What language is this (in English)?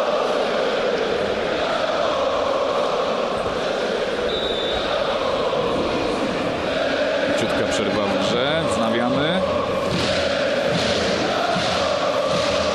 Polish